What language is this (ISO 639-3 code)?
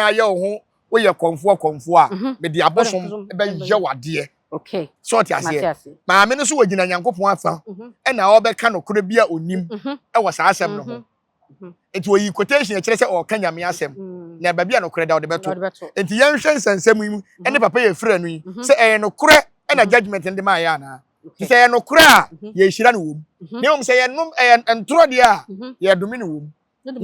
aka